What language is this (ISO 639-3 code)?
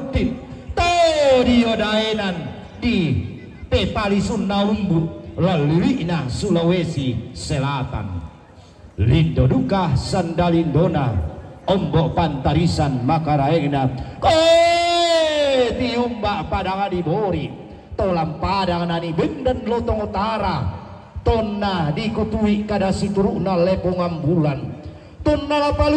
sda